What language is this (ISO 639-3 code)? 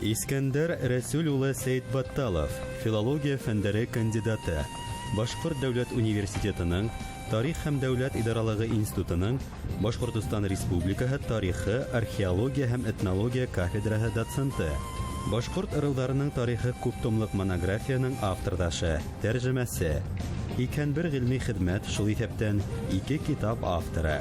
bak